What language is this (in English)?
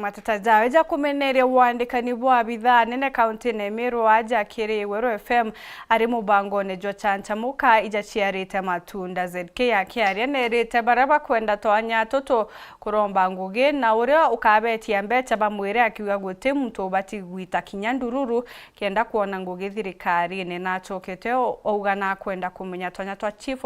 Meru